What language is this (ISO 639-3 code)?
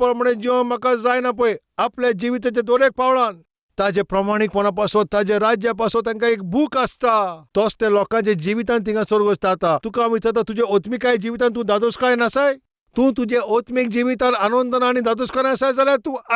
kok